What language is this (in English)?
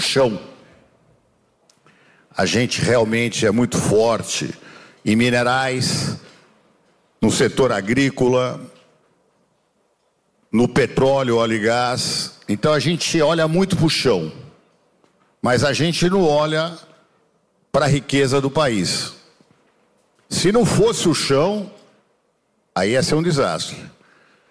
Portuguese